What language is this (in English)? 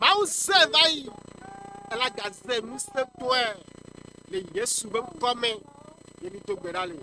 Ewe